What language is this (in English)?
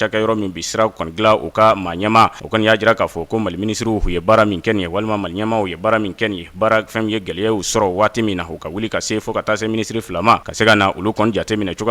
Bambara